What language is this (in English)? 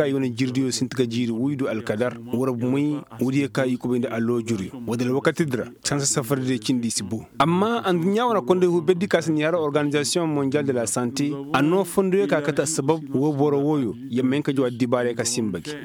Koyraboro Senni